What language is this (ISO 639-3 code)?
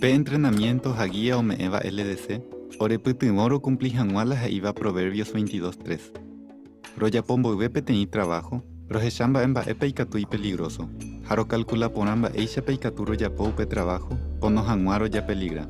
grn